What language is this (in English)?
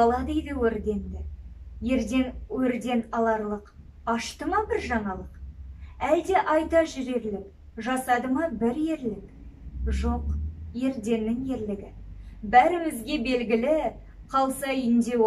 Kazakh